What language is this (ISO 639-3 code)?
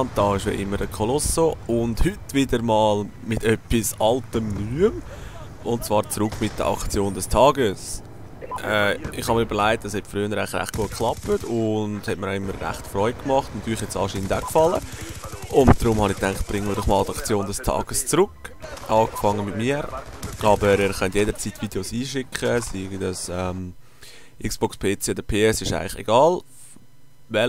gsw